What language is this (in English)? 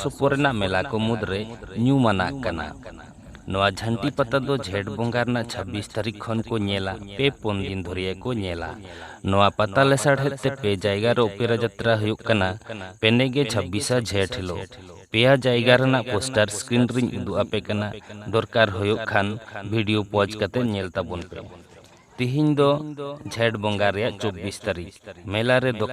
Santali